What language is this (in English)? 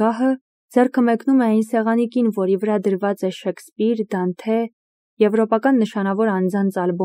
Armenian